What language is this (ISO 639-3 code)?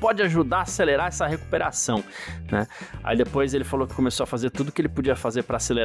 por